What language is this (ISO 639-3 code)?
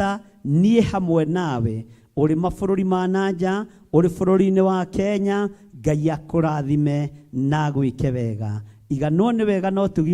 kik